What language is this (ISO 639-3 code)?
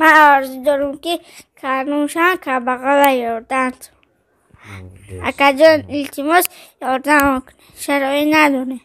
tgk